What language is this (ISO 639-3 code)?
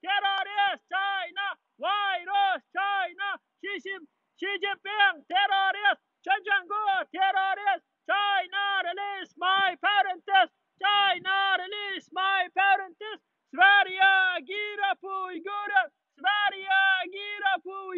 uig